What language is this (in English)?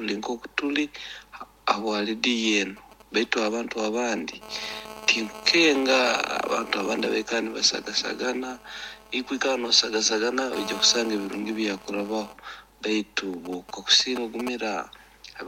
Nyoro